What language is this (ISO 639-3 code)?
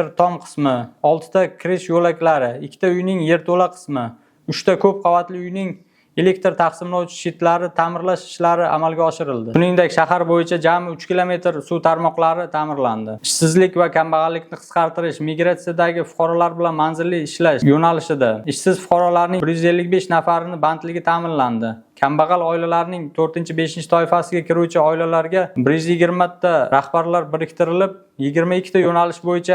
uzb